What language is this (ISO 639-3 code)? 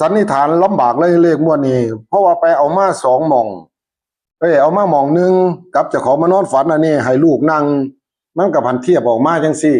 tts